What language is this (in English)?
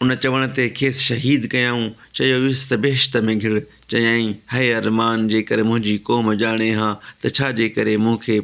Sindhi